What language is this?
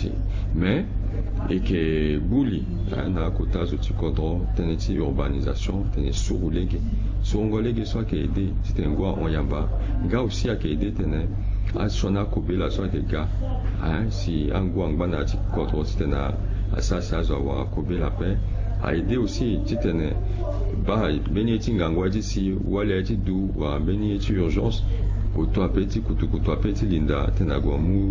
Sango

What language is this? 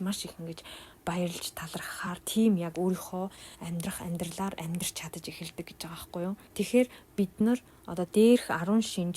Mongolian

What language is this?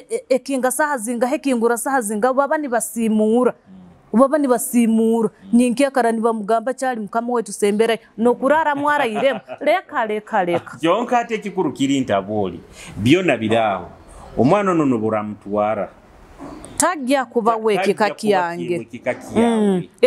Nyoro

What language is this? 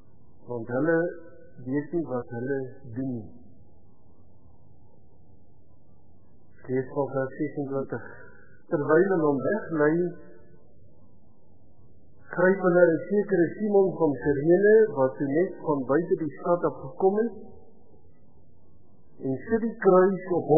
Afrikaans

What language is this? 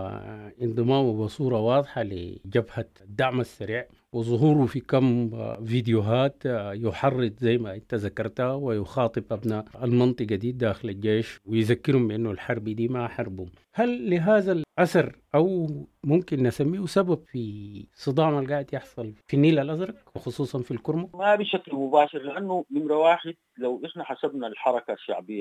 Sudanese Arabic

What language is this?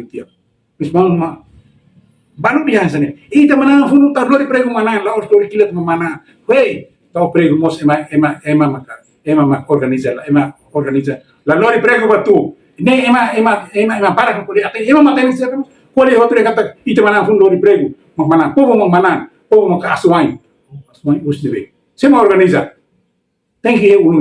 Tetum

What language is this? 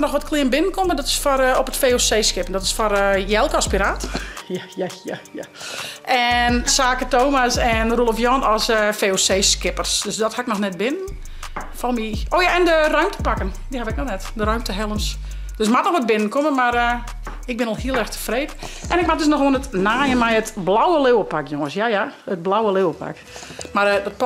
Western Frisian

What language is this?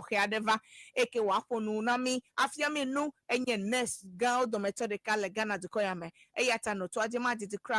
Ewe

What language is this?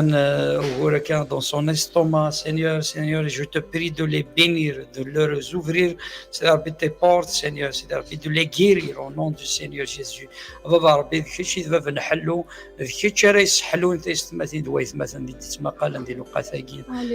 Kabyle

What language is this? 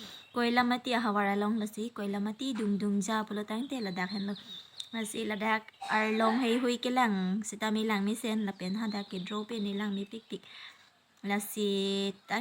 Karbi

